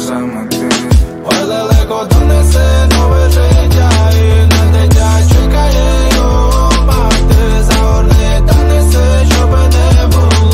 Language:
Ukrainian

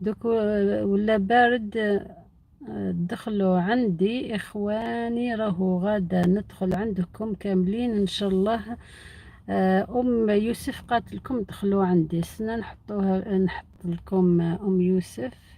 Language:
Algerian Arabic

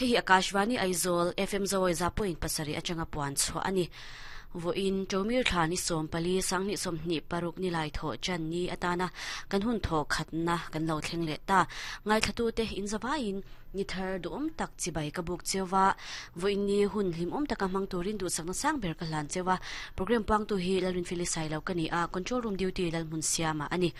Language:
Mizo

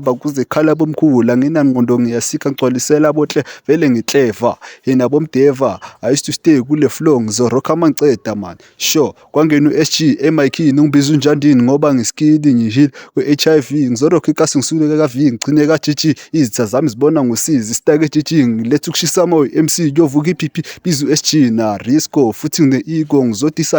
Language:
Zulu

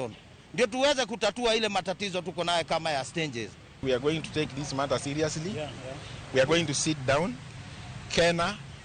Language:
Luo (Kenya and Tanzania)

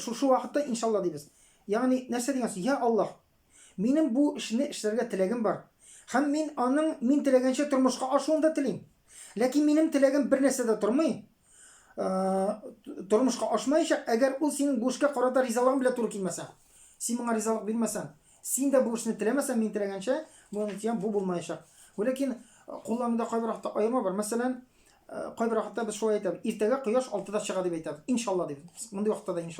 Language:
Tatar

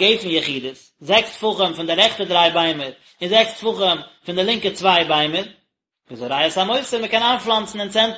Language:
Yiddish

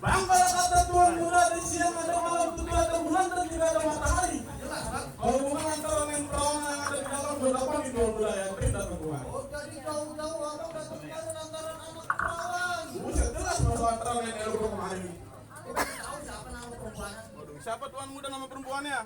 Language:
Betawi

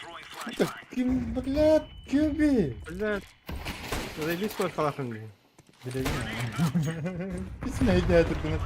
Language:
Yakut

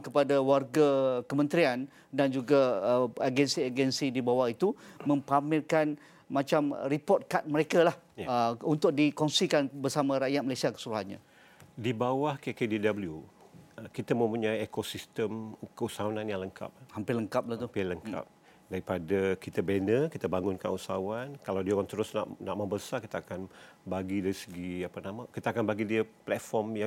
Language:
Malay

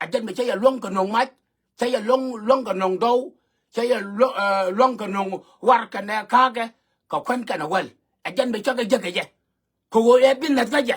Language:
Nuer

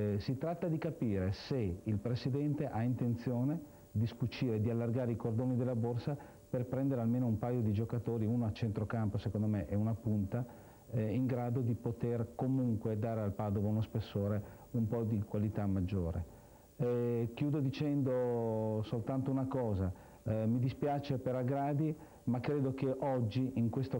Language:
Italian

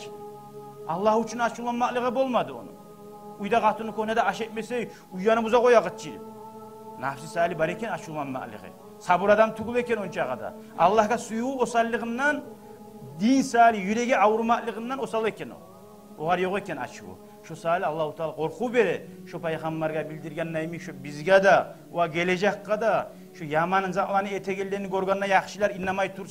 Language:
Kumyk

